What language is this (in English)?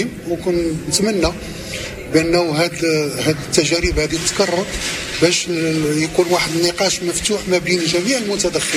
Moroccan Arabic